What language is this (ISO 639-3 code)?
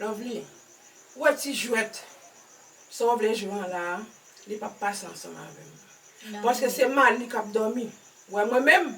hat